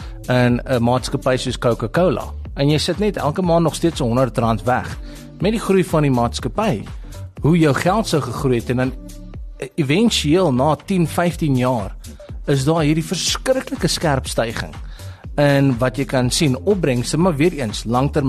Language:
Afrikaans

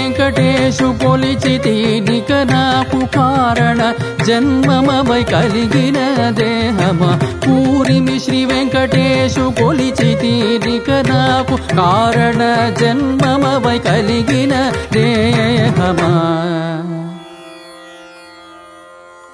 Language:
Telugu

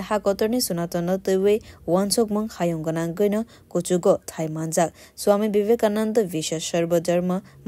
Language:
Kok Borok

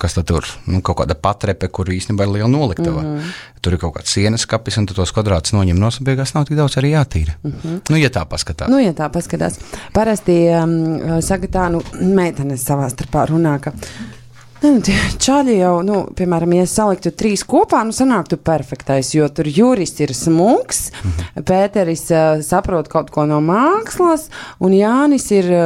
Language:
Latvian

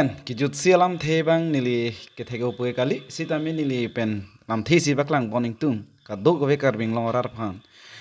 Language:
Karbi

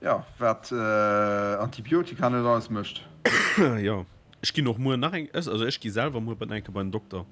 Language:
Luxembourgish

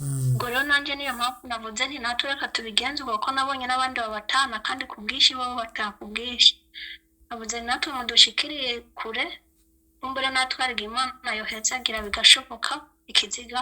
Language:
Rundi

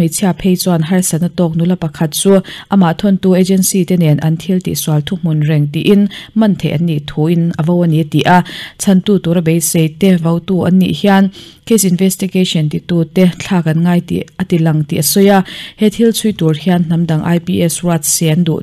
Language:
Mizo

